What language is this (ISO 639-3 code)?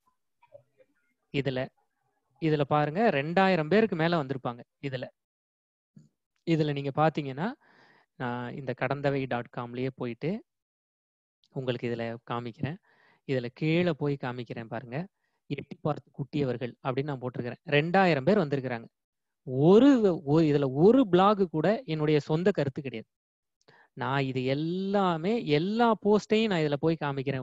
tam